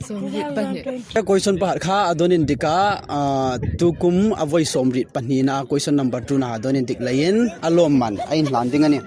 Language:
Hmar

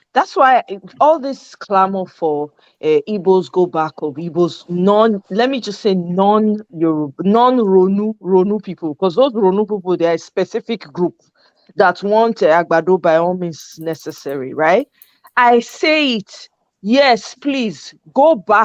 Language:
Nigerian Pidgin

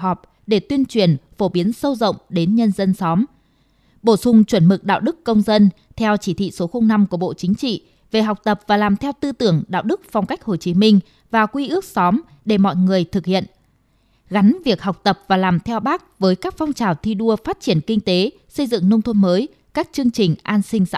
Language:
Vietnamese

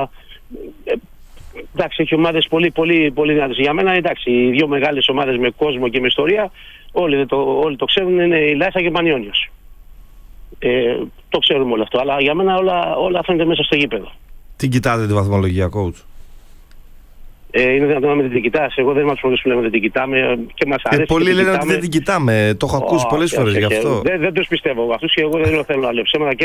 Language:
Greek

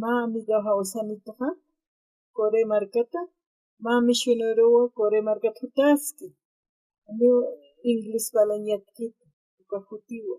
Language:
Aymara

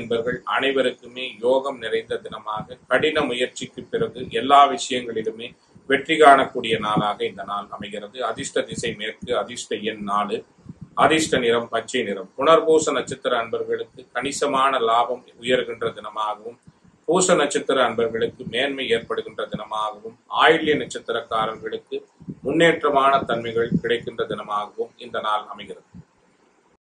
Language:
Tamil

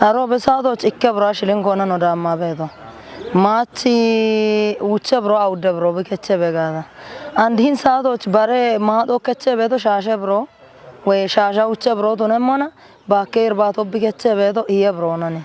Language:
Kafa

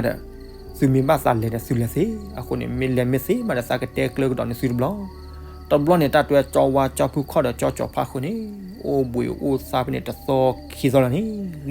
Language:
S'gaw Karen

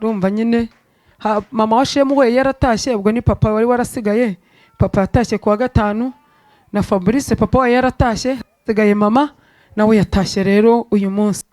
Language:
Kinyarwanda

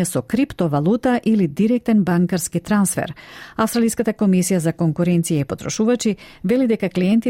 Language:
Macedonian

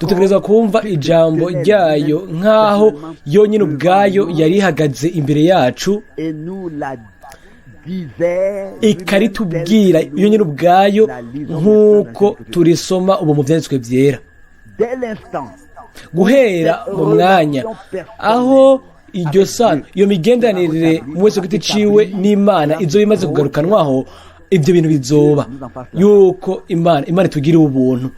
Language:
Rundi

